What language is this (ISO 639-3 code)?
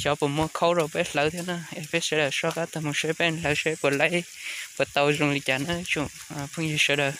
hmn